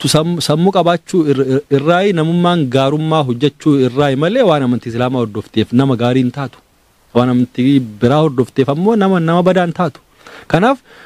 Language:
Oromo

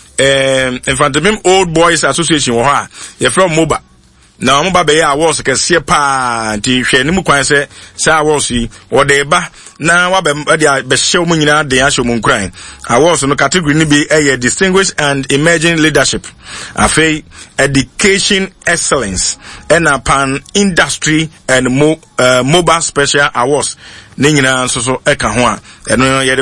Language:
Akan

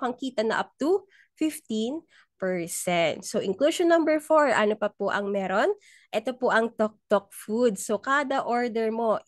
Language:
Filipino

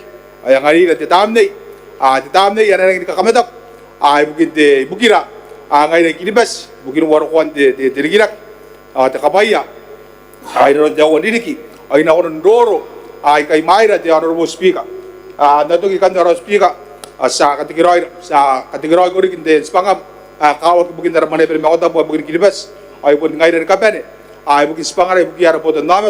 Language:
Gilbertese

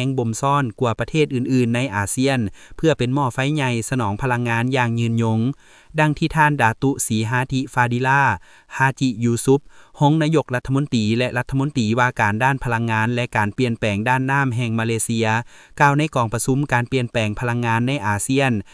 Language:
Lao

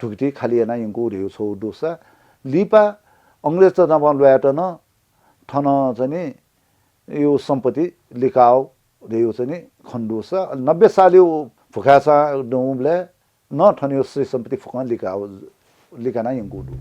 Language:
Newari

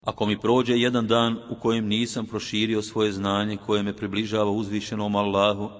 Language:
Bosnian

